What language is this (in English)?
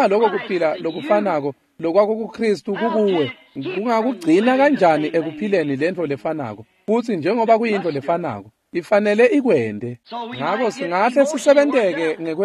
Swati